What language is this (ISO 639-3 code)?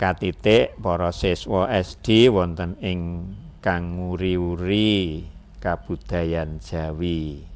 jav